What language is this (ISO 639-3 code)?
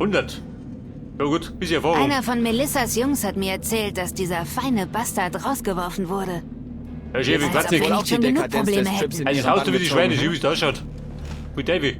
bar